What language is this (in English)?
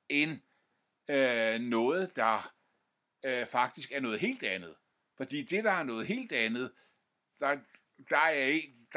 Danish